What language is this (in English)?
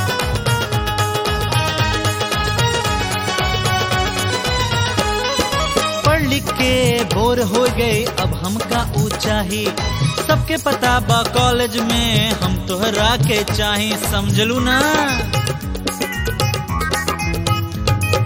Bhojpuri